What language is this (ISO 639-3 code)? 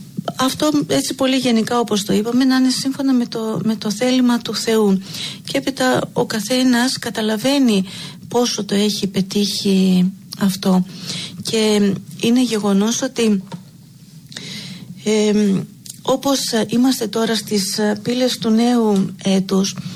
ell